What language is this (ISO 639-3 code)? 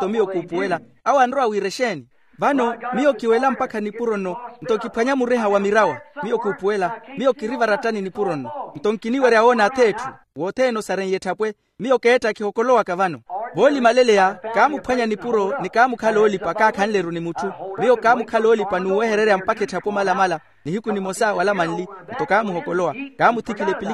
vmw